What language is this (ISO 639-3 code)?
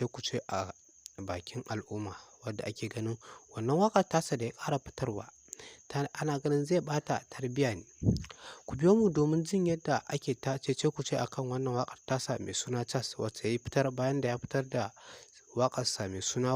hau